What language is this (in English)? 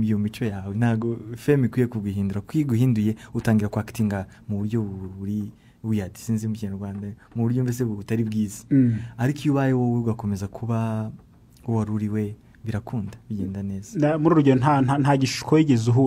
Kinyarwanda